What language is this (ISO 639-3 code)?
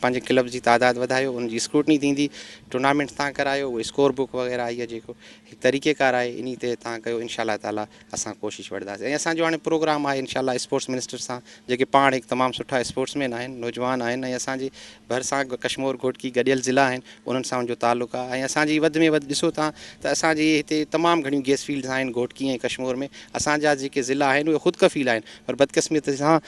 snd